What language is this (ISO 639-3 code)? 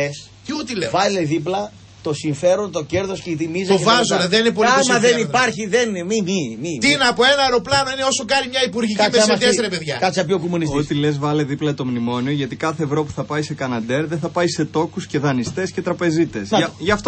ell